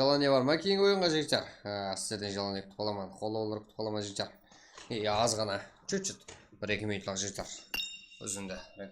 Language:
Kara-Kalpak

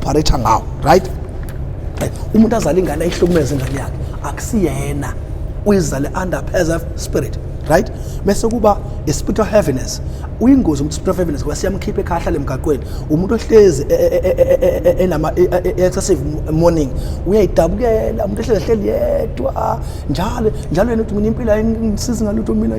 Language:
Zulu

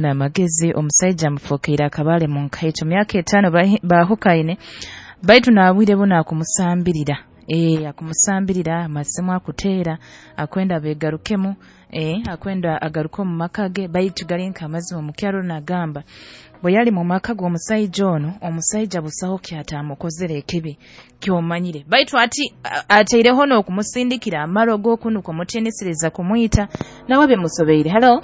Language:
Nyoro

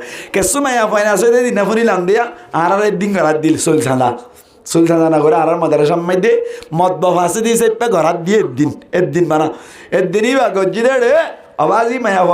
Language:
Rohingya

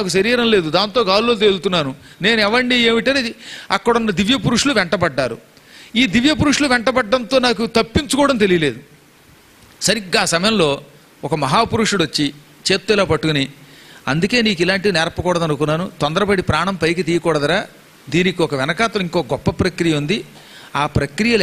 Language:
Telugu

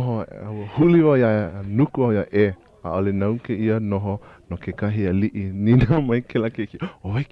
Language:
Hawaiian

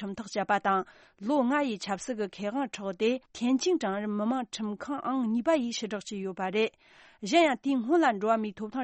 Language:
Tibetan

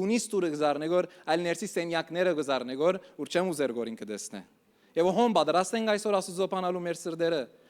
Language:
Western Armenian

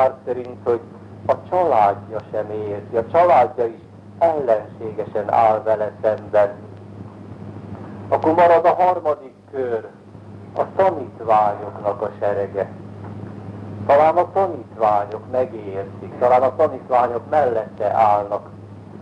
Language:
Hungarian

